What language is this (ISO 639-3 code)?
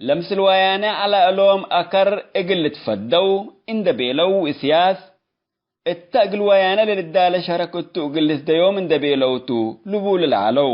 tig